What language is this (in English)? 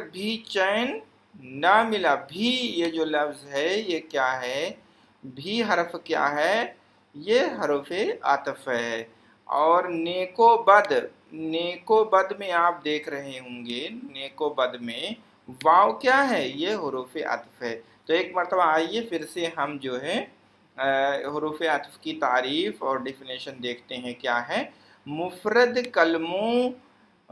Urdu